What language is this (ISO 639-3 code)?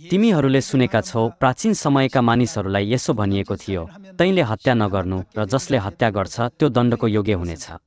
nep